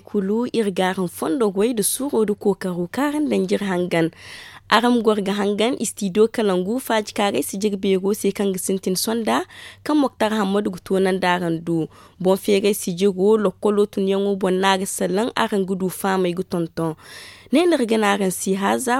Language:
Zarma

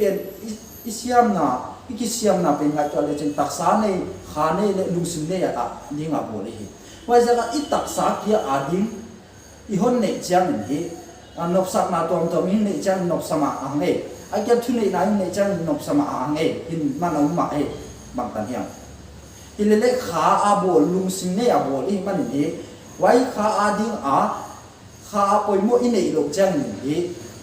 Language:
Paite Chin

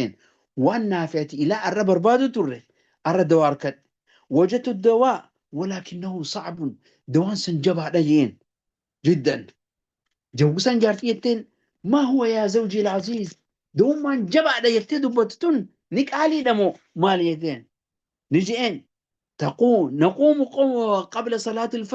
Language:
Oromo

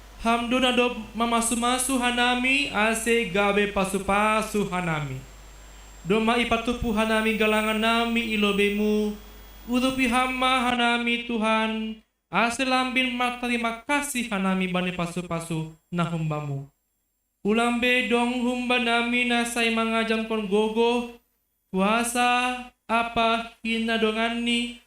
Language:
Batak Simalungun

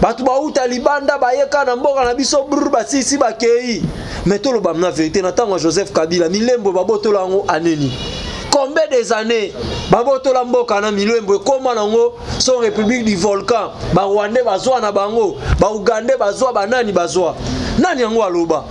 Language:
Lingala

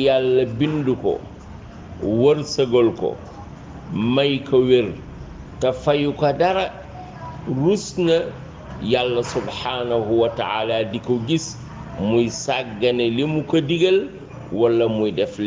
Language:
Wolof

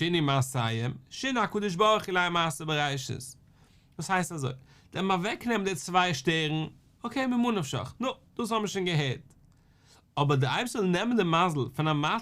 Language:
Yiddish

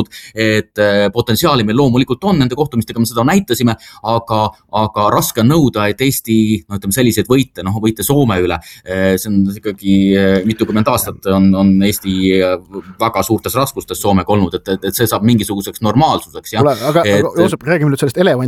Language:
Estonian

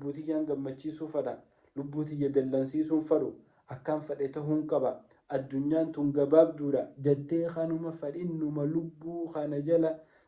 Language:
Oromo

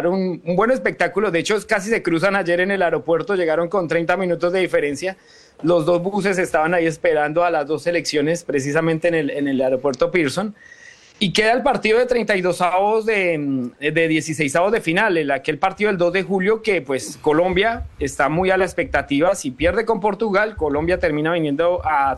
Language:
Spanish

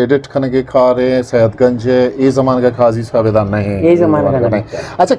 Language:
Eastern Balochi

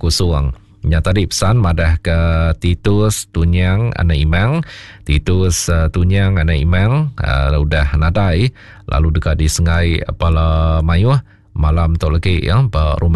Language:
Iban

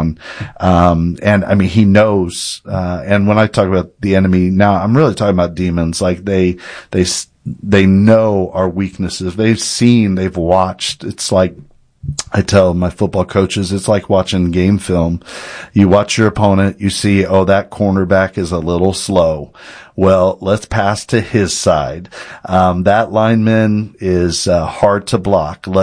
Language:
English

